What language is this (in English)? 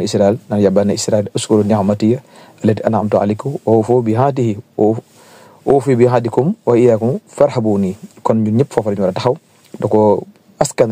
Wolof